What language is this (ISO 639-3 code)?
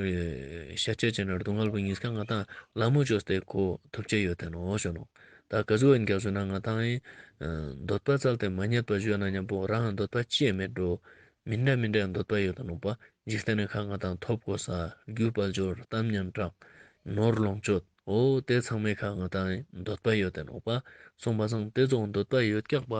lbj